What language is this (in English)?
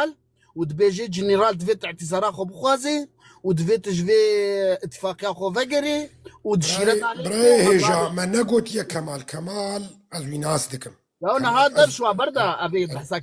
Kurdish